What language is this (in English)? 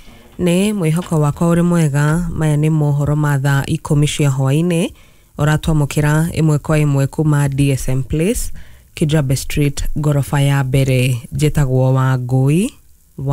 Kikuyu